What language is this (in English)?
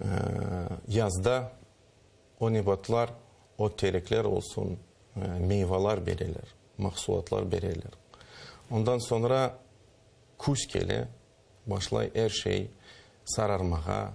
Crimean Tatar